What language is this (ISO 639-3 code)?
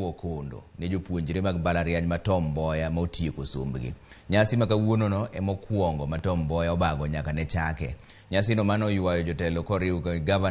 luo